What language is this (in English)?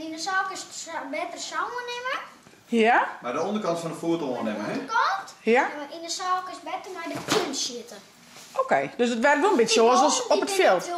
Western Frisian